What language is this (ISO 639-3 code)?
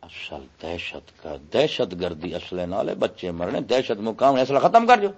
skr